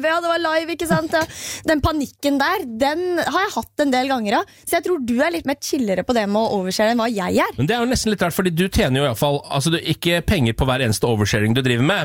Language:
Norwegian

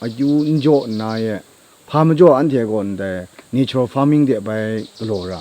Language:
Kachin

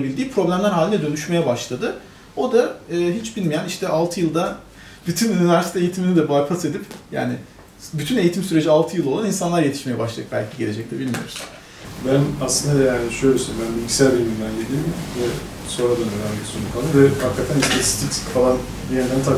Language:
Turkish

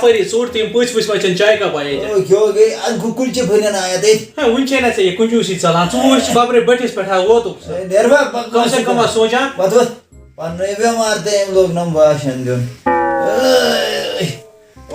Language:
Kashmiri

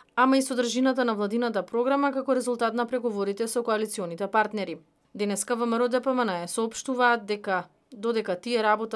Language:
Macedonian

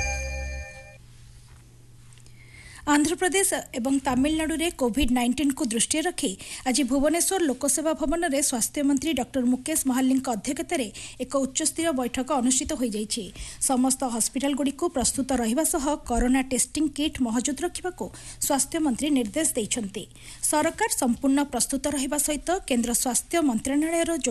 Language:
Odia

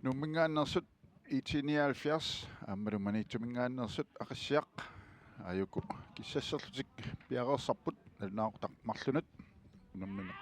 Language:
Kalaallisut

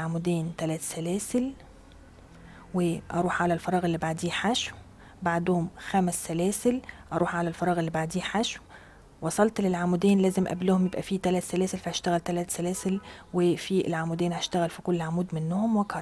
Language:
Egyptian Arabic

